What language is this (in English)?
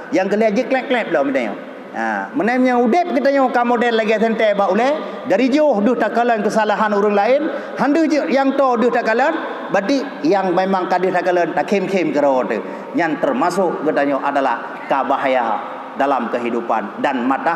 Achinese